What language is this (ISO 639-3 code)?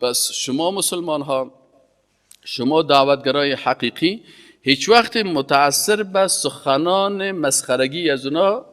fas